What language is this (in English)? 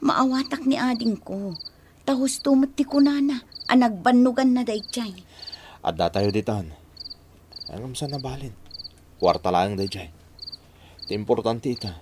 Iloko